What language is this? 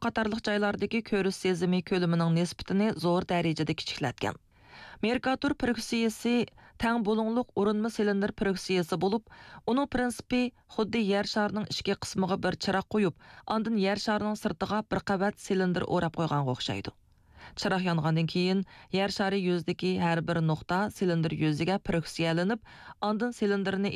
Uyghur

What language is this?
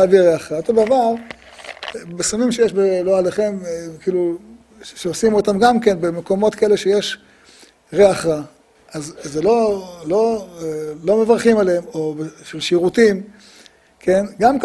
Hebrew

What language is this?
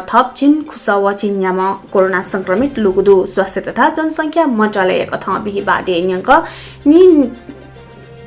Newari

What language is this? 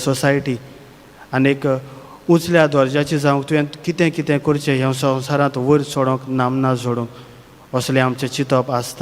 Konkani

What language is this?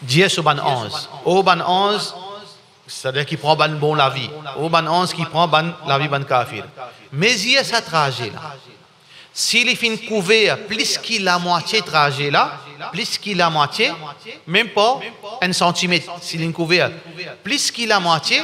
Morisyen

